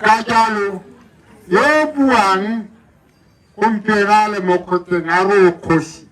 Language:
Tswana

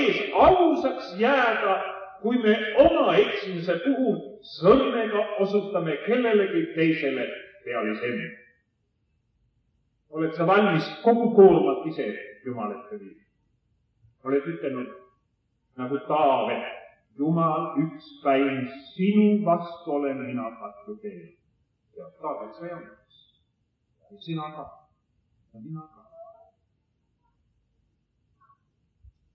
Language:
Estonian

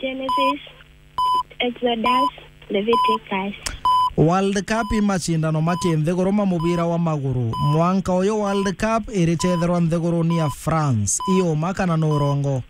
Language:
Meru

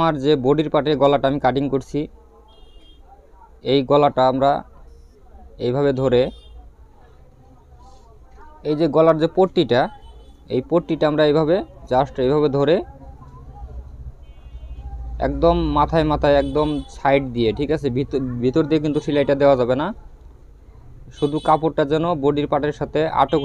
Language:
Bangla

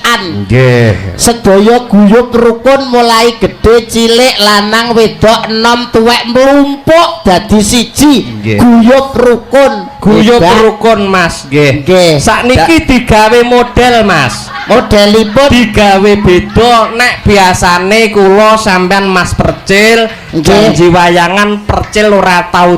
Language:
Javanese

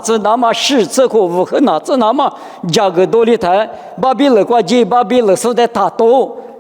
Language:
Lisu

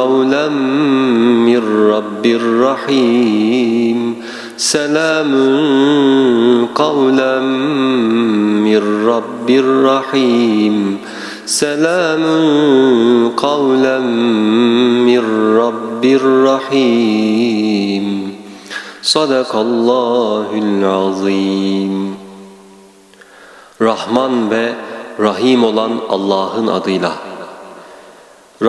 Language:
Turkish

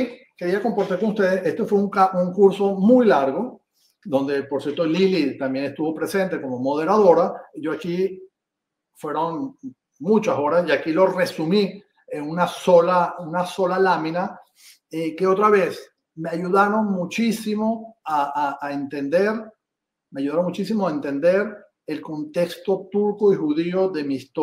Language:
Ladino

